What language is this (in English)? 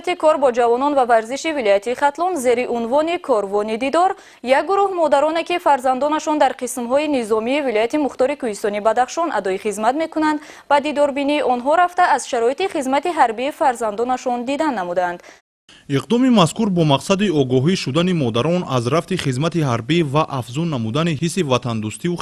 Tajik